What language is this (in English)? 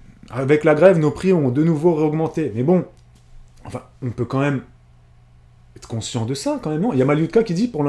French